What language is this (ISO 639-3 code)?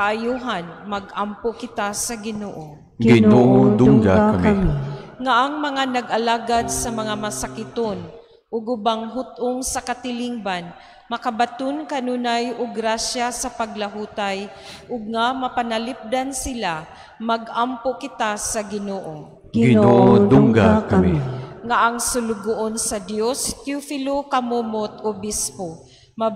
ceb